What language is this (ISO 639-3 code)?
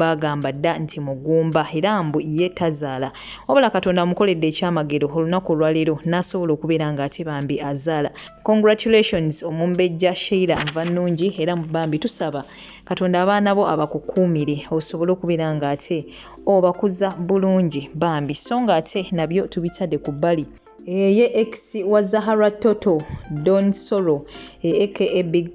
lug